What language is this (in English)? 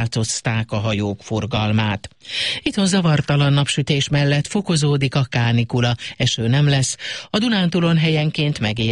Hungarian